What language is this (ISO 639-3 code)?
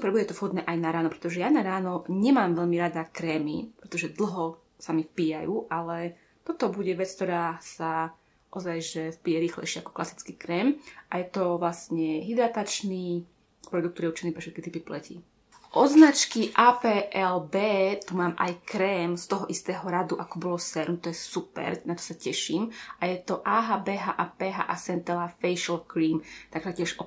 slk